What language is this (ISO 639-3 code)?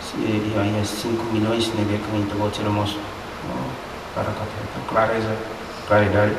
tet